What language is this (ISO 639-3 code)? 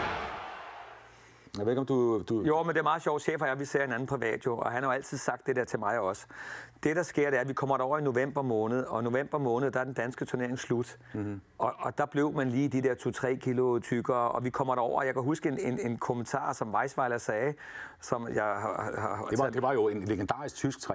dan